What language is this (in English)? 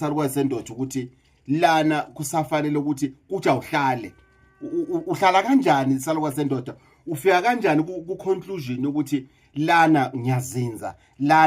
Zulu